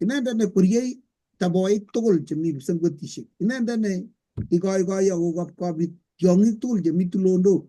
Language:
Kalenjin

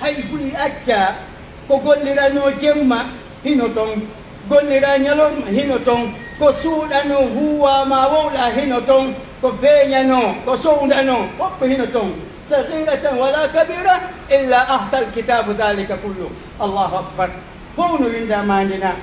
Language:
Pular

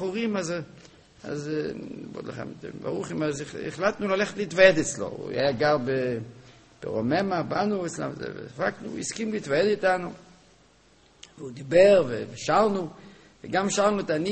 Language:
Hebrew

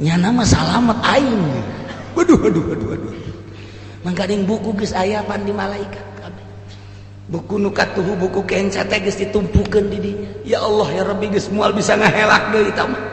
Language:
Sundanese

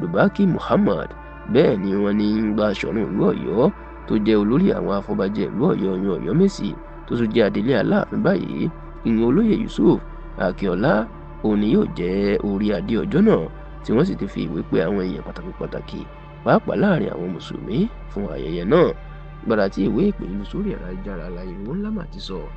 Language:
Yoruba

